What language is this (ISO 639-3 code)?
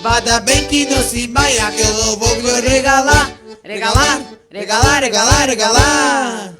vec